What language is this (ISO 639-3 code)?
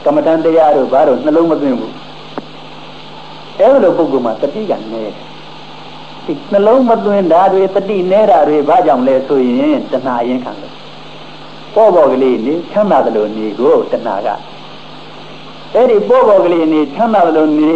mya